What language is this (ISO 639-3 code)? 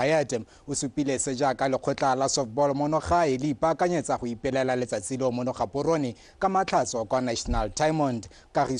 tsn